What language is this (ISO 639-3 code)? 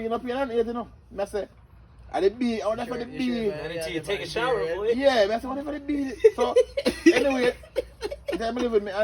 jam